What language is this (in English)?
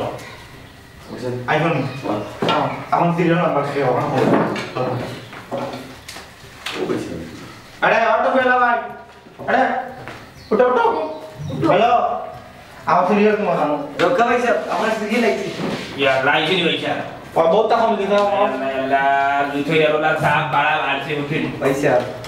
Sylheti